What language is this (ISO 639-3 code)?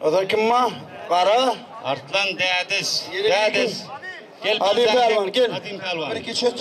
tuk